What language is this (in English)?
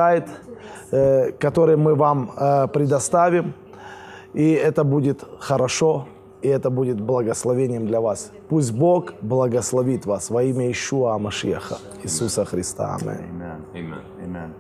Russian